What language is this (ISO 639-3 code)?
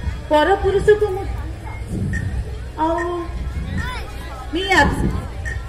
ori